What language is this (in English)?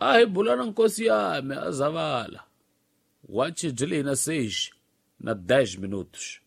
Tsonga